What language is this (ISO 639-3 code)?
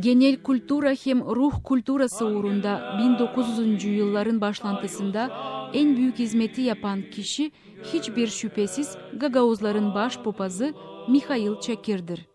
gag